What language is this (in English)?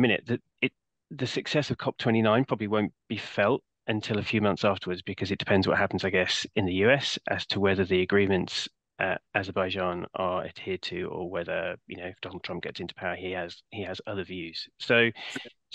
English